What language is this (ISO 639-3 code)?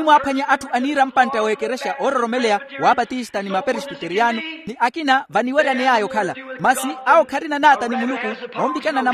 vmw